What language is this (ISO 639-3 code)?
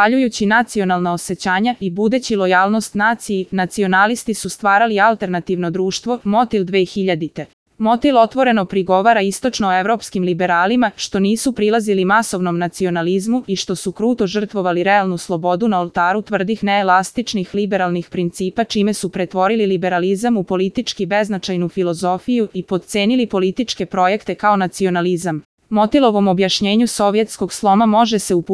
srp